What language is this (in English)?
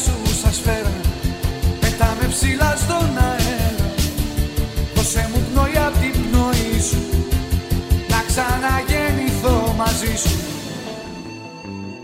Greek